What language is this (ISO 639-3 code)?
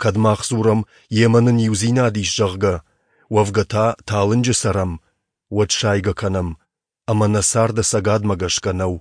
oss